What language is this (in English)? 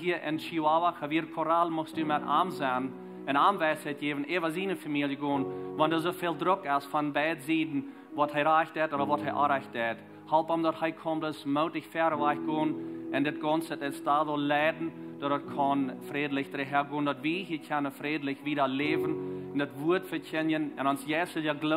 Plautdietsch